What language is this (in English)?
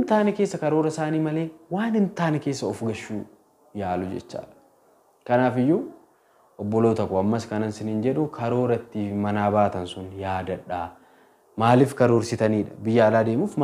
Oromo